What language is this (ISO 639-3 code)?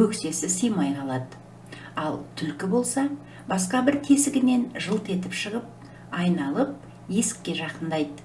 kaz